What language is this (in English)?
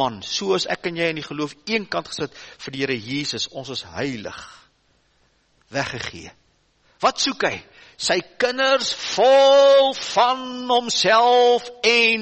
Afrikaans